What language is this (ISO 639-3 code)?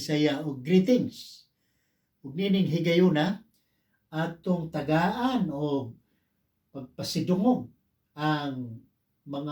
ceb